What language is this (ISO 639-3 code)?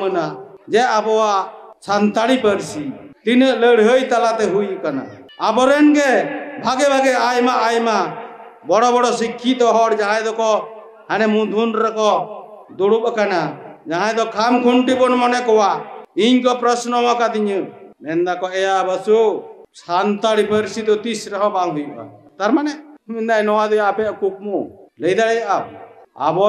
sat